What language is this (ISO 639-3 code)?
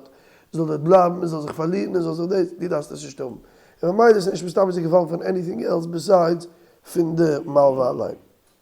yid